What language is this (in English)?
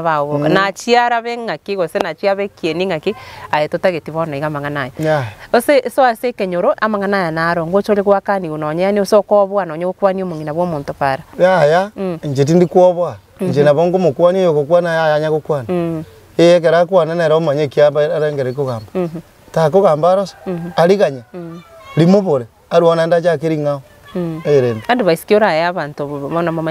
Gusii